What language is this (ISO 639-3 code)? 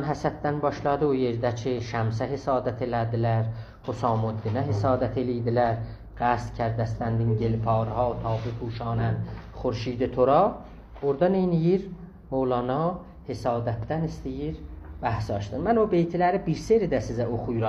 azb